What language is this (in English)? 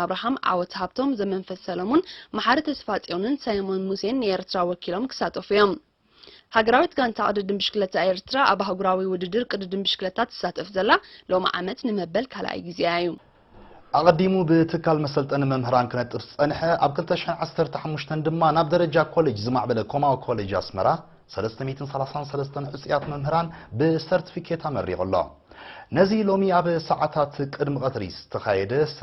Tigrinya